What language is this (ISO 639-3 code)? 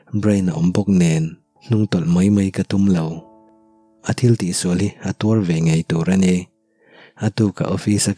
lus